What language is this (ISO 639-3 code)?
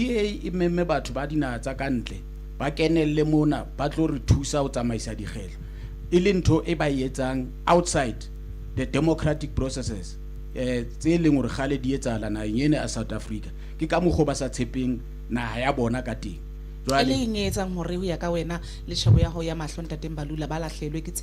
sot